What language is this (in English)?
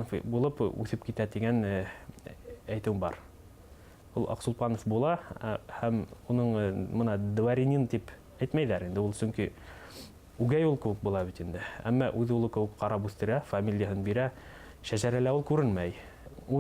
Bashkir